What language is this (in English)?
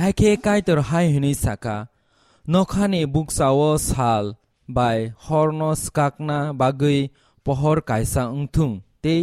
Kok Borok